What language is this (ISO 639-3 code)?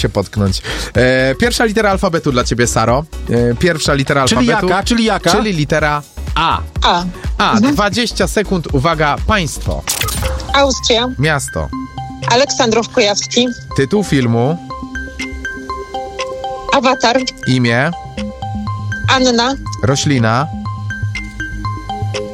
pol